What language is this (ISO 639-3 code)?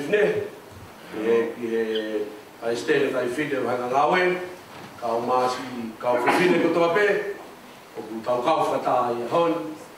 ton